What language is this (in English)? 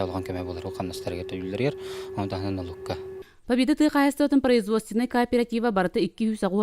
Yakut